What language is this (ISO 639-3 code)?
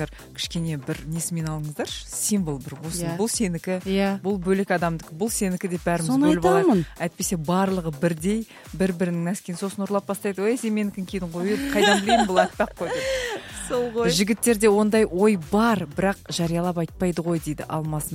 kaz